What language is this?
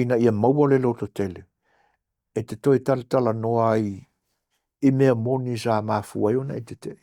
Samoan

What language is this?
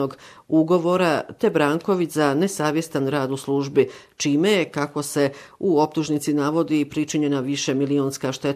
Bosnian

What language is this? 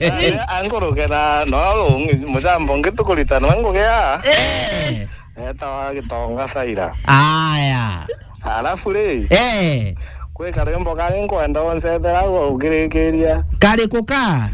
Meru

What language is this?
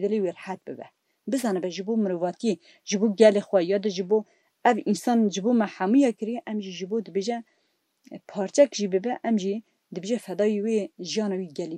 Kurdish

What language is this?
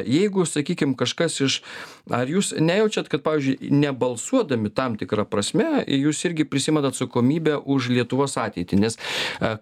Lithuanian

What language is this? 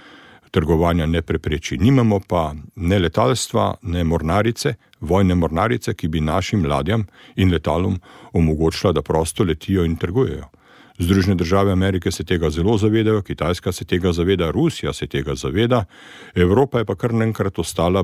Slovenian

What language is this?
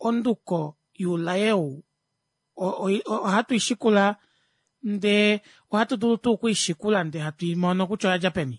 Kuanyama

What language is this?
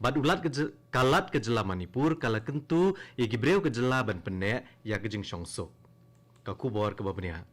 Khasi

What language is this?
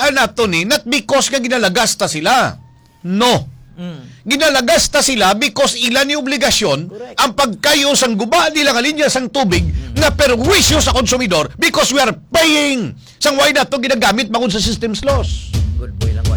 Hiligaynon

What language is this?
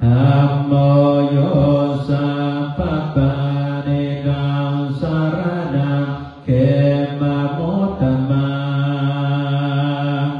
Pali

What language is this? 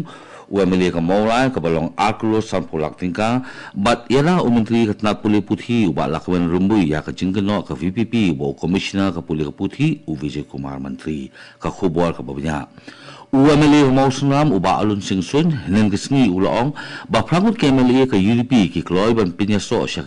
Khasi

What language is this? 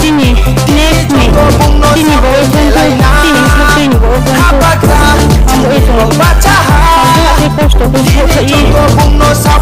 Riang (India)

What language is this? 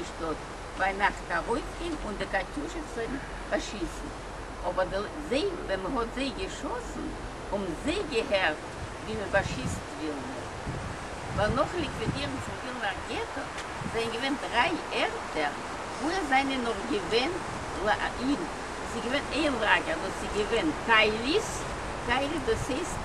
Yiddish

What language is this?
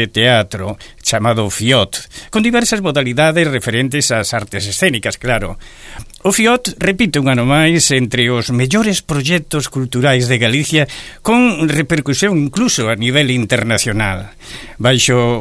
Galician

